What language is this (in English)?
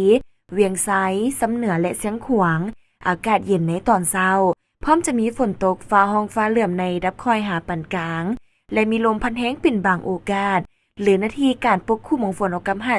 Lao